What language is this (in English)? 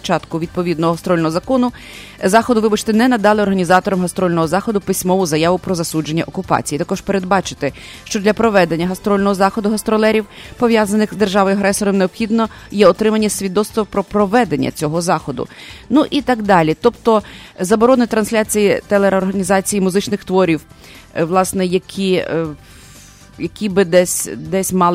Ukrainian